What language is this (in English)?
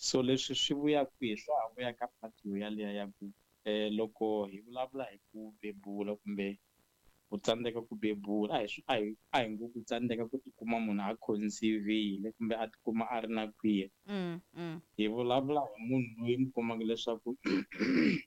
Tsonga